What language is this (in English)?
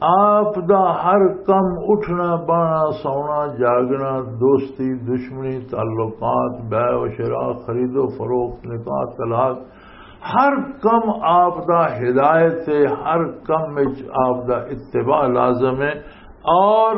Western Panjabi